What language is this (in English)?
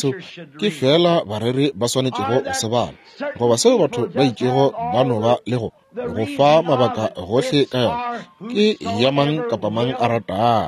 Northern Sotho